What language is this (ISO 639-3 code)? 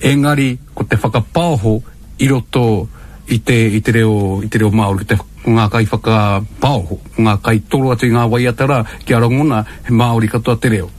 mri